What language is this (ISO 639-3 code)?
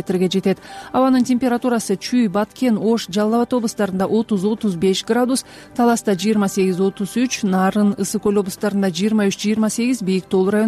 kir